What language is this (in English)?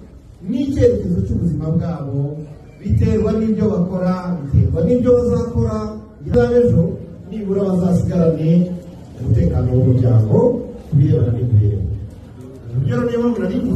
Kinyarwanda